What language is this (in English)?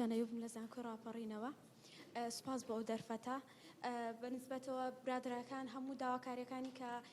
Central Kurdish